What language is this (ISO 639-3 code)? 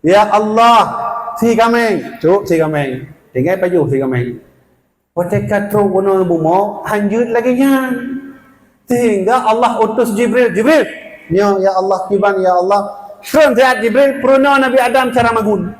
ace